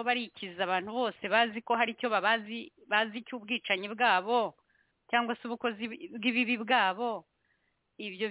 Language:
Kinyarwanda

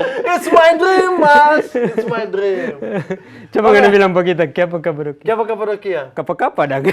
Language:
Manado Malay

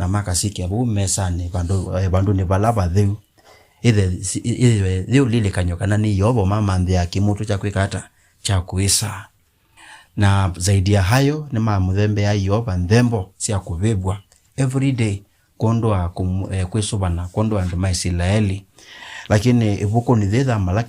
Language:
Kamba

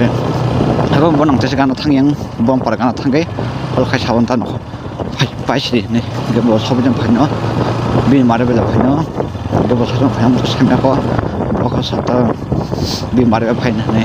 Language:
Kok Borok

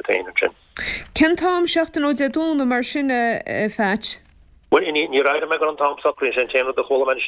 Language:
Irish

